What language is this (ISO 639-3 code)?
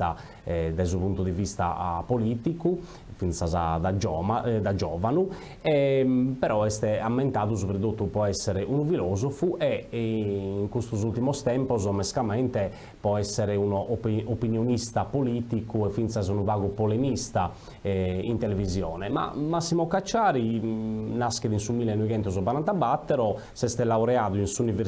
srd